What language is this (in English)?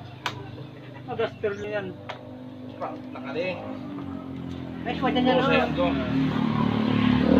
Filipino